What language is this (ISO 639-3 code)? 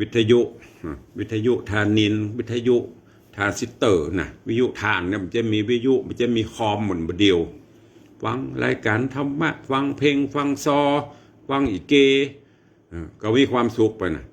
nod